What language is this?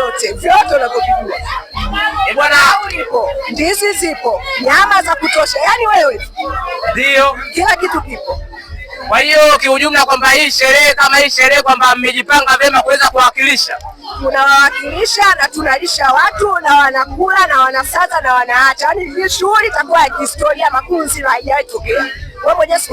Swahili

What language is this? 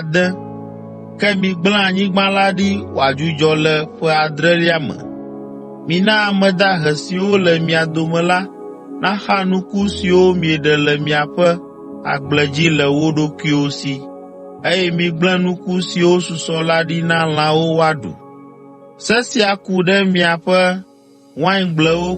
Ewe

